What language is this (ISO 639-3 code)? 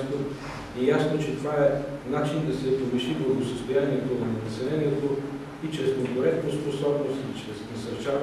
bul